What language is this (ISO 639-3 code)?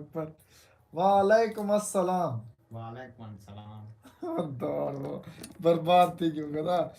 skr